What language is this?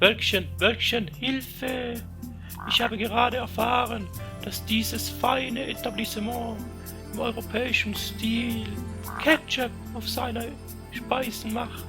Swiss German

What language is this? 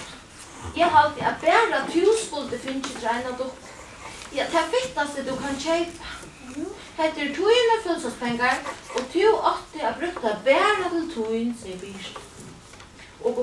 Faroese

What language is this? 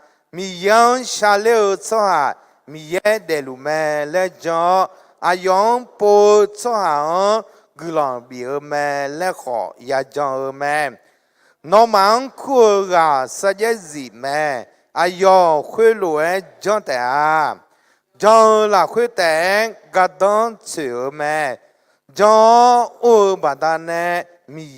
Akha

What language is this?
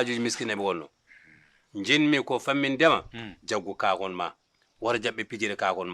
Fula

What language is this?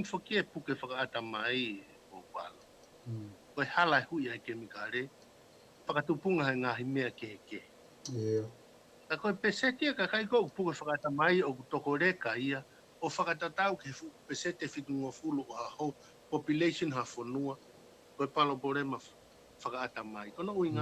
Tongan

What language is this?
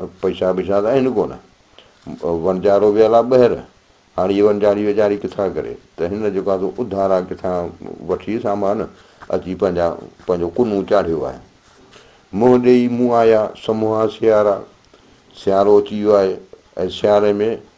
Sindhi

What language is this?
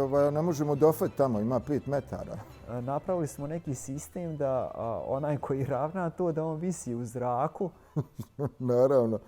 Bosnian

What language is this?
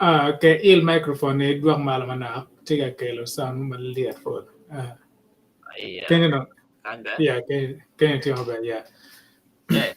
Acoli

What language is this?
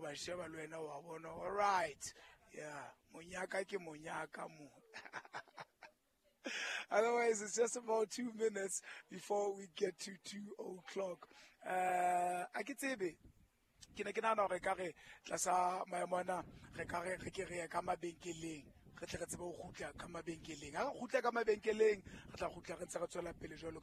Southern Sotho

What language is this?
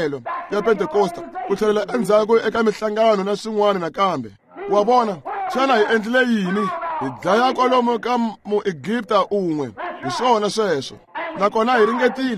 Tsonga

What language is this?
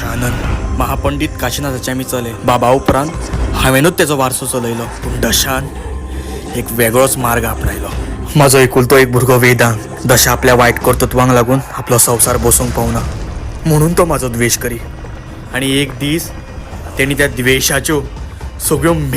Konkani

